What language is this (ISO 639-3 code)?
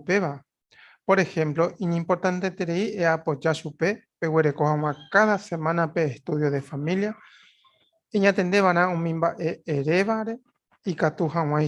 grn